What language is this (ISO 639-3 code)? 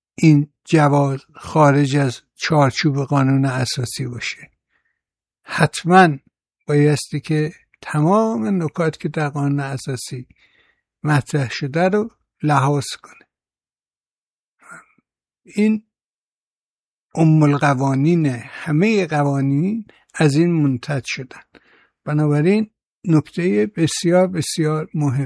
fas